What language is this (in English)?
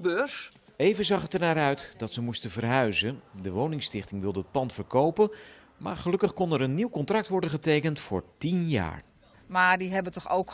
Dutch